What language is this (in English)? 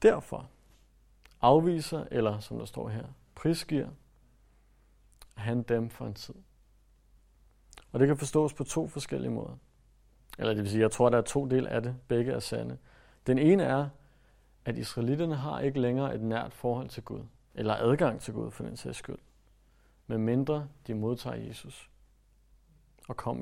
Danish